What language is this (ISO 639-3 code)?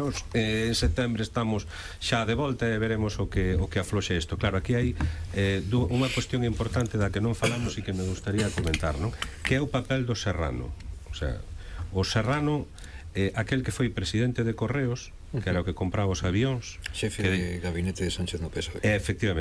glg